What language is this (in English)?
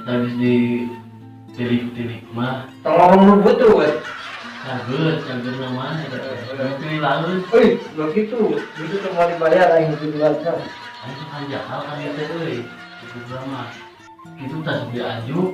Sundanese